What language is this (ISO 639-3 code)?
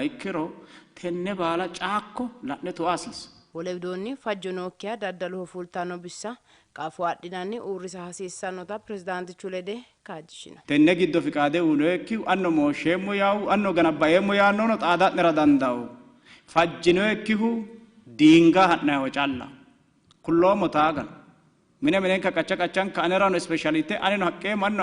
sid